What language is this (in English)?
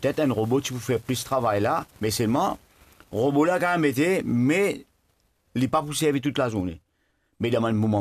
Morisyen